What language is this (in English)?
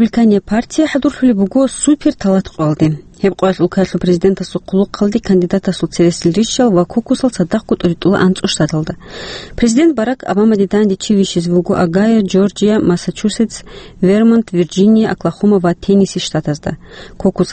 Avaric